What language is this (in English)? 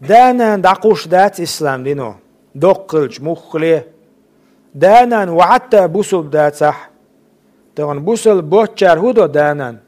Chechen